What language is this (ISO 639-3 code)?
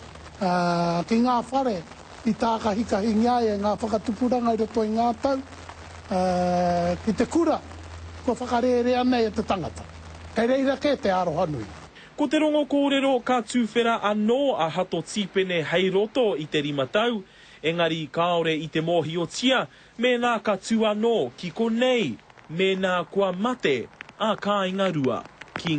mri